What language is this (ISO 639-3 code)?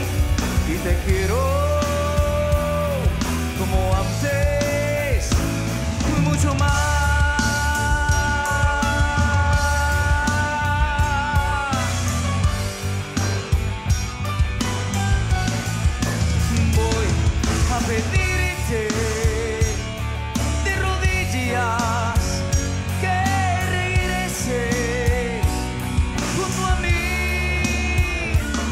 spa